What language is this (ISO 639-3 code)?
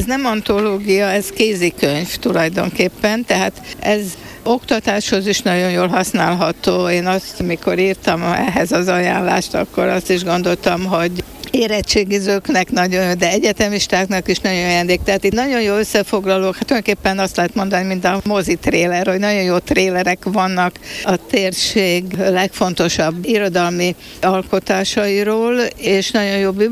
hun